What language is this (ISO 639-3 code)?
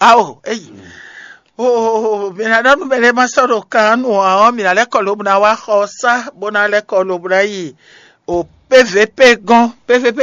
fon